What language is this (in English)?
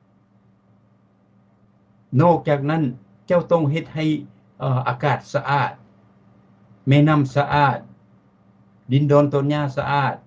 Lao